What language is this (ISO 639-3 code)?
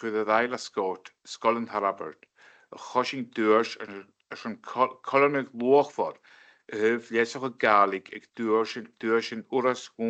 gla